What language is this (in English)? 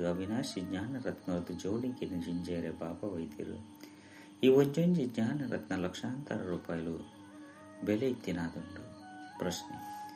Tulu